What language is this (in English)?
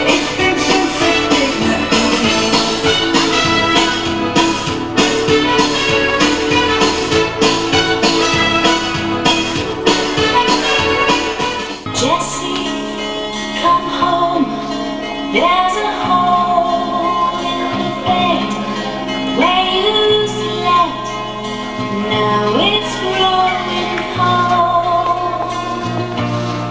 Slovak